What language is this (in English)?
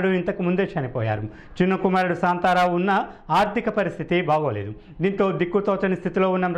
Telugu